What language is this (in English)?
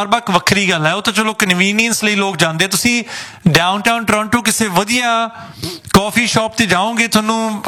Punjabi